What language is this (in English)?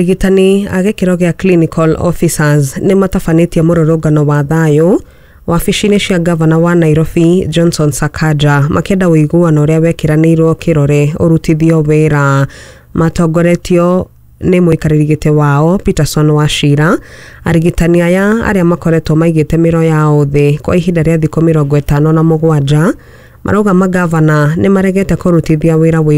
Kikuyu